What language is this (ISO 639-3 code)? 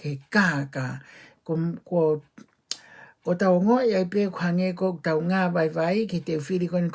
ton